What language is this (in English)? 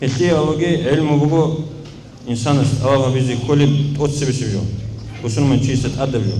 Avaric